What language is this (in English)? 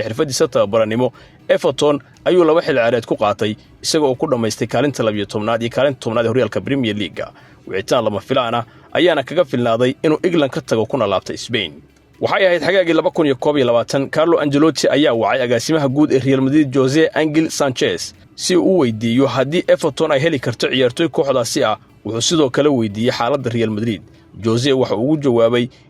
Somali